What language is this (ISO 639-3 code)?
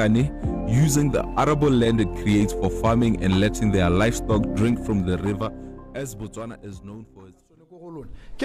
tsn